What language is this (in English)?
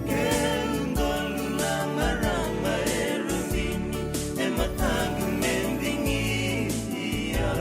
Fijian